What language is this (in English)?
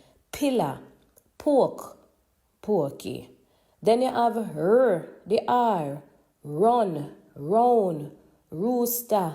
Jamaican Creole English